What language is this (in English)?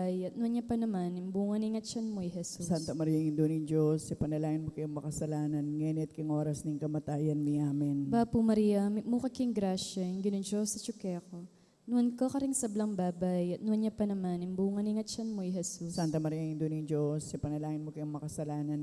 Pampanga